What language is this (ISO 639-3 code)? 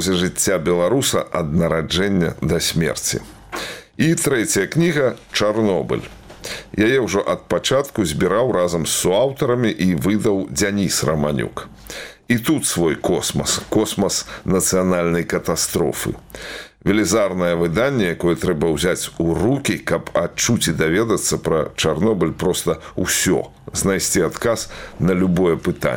bel